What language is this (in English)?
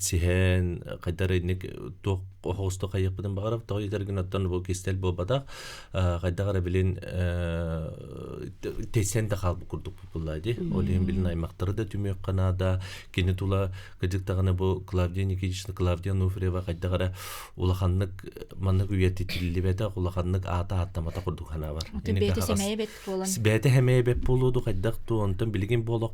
Yakut